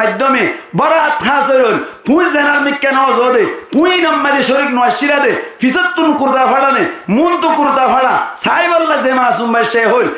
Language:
Rohingya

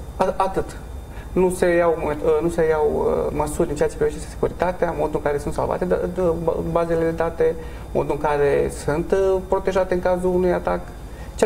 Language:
Romanian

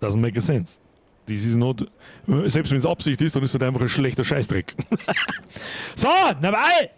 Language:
Bavarian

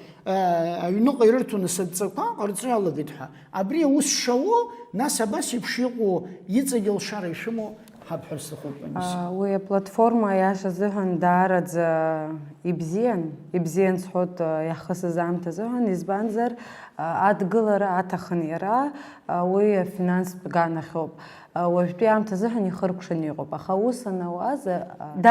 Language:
Abkhazian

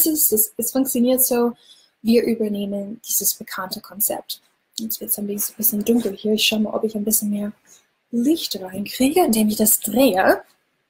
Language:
German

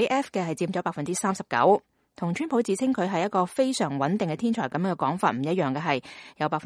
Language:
Cantonese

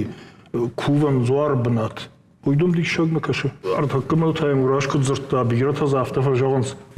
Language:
Ossetic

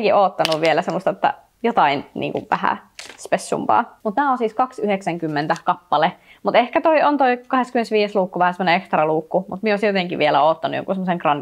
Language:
Finnish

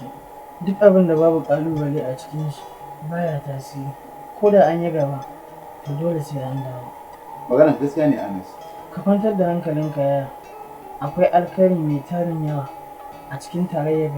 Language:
Hausa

